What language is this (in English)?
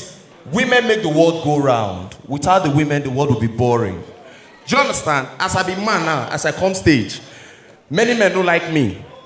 Nigerian Pidgin